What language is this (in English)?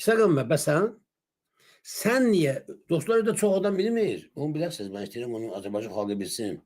Azerbaijani